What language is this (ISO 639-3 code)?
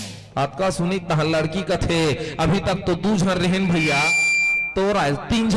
hne